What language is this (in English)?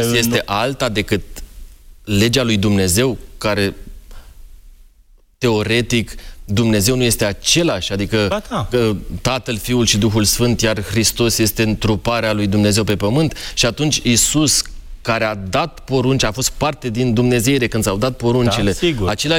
Romanian